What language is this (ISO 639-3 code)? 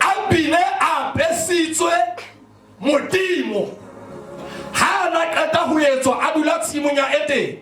sot